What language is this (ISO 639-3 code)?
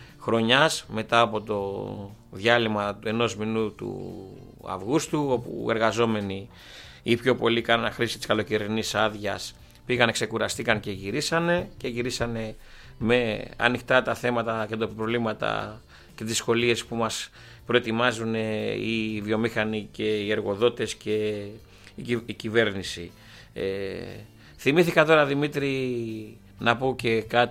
ell